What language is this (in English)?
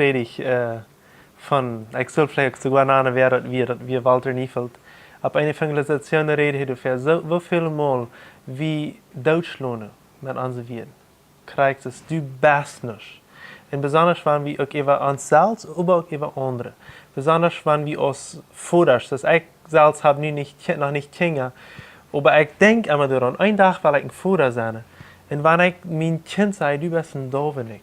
Plautdietsch